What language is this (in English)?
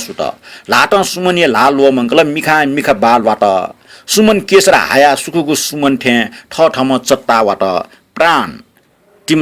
Newari